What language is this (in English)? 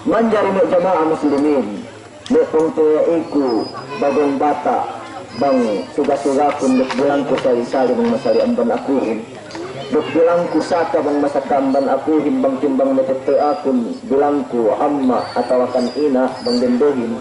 Yakan